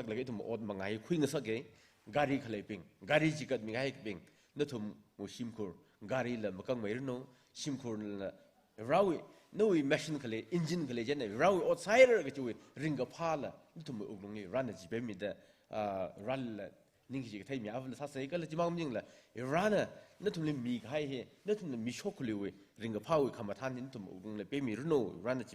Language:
Tangkhul Naga (India)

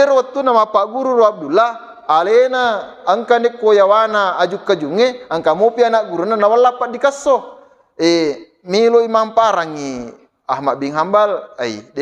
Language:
Buginese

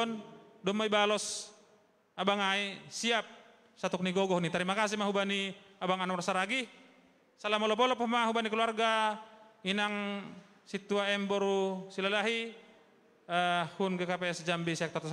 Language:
Batak Simalungun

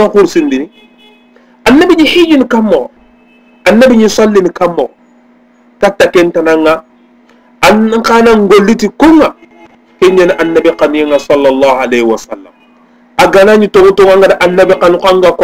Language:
Soninke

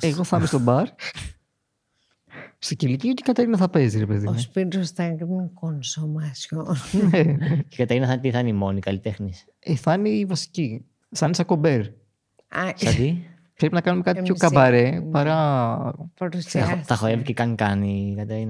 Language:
Greek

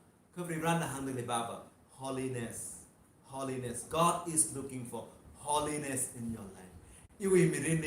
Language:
Tangkhul Naga (India)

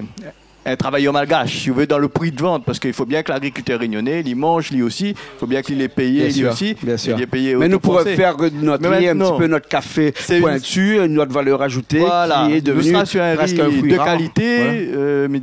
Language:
Réunion Creole French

